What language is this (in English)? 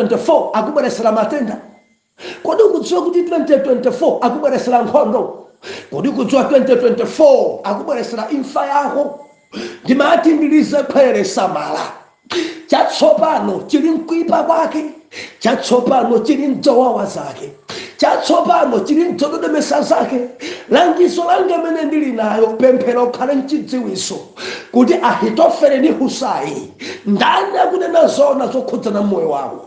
Nyanja